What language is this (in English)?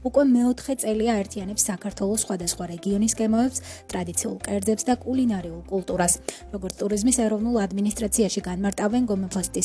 Georgian